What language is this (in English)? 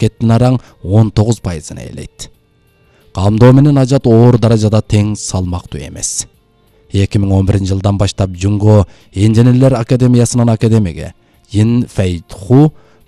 Kyrgyz